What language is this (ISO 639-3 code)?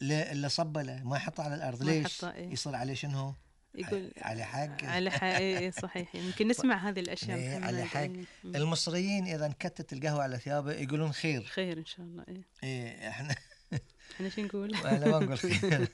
afb